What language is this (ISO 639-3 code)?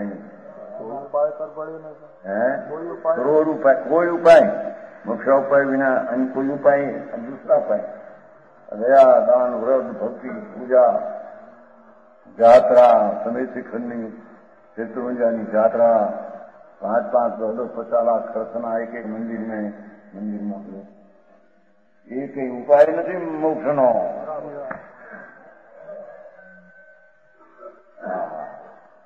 guj